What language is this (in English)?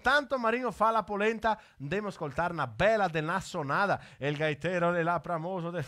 Venetian